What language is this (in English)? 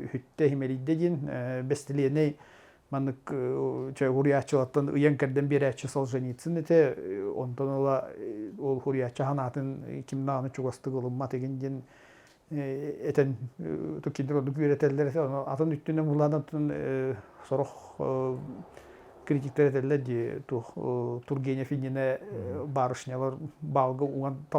Yakut